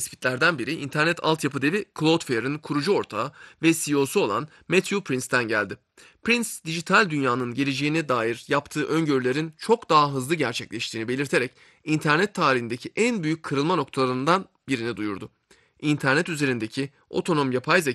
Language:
Turkish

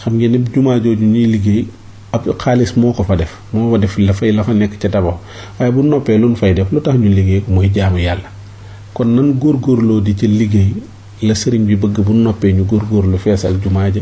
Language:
Wolof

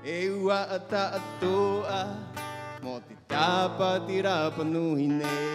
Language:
Rapanui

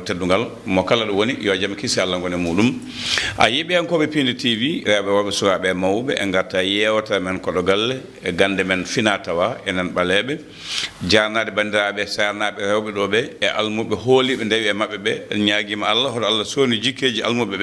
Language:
Fula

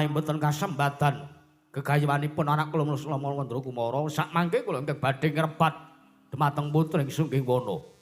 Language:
Javanese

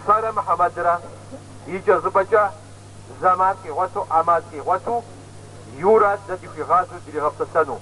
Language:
Kabardian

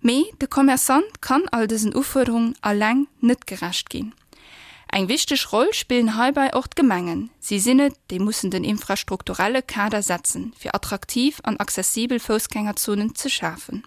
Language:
Luxembourgish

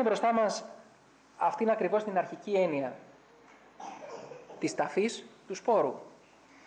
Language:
Greek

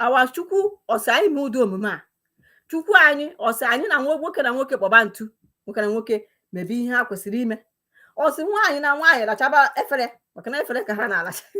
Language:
Igbo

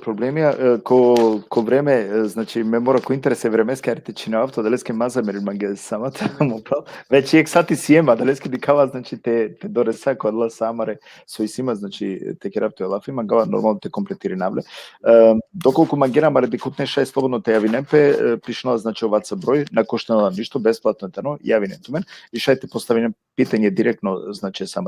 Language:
Balkan Romani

